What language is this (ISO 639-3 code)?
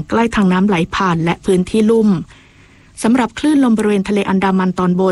tha